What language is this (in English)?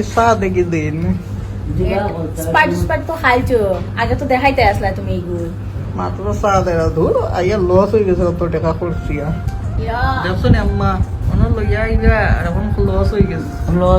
Sylheti